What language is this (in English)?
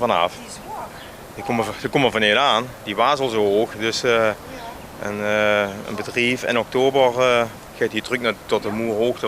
Limburgish